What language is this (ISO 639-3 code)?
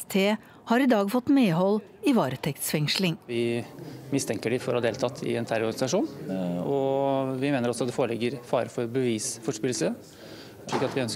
nor